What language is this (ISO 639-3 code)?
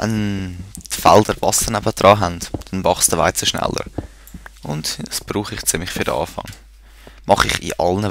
gsw